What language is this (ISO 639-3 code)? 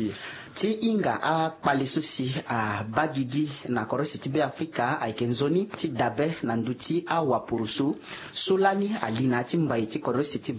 sag